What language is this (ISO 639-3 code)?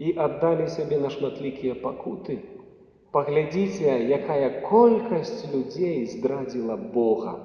bel